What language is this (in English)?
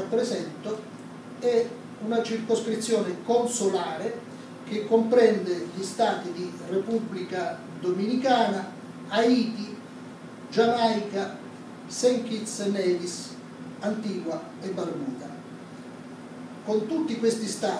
Italian